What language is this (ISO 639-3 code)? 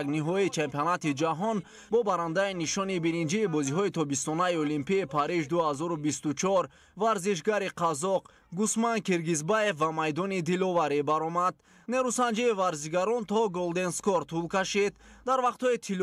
tgk